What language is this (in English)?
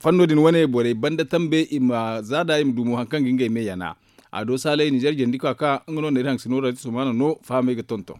Zarma